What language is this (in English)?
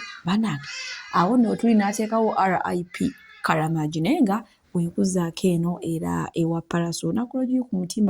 Ganda